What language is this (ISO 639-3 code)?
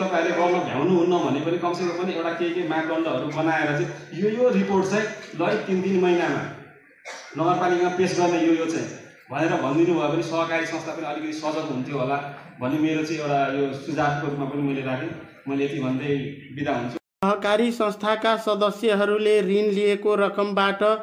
nep